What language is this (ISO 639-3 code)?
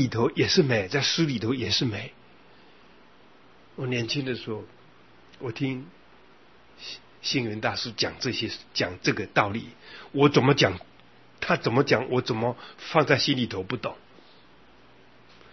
zho